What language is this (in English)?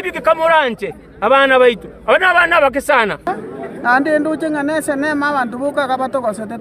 Gusii